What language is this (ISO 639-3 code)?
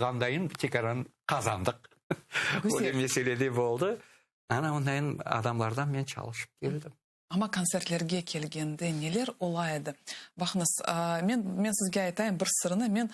crh